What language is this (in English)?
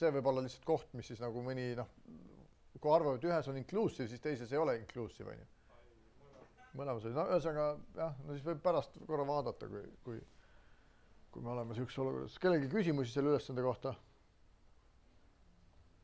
Estonian